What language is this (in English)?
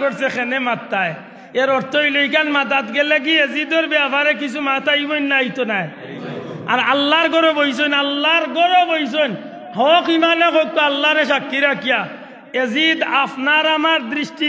Sylheti